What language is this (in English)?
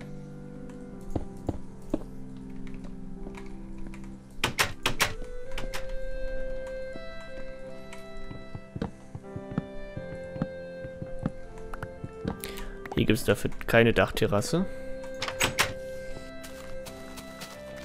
German